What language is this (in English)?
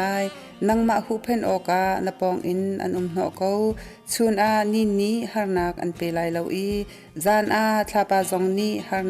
Hakha Chin